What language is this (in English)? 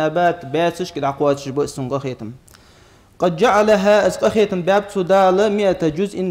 Ingush